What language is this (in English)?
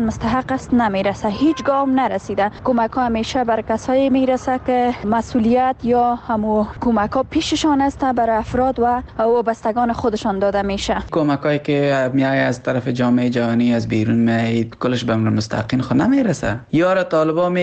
Persian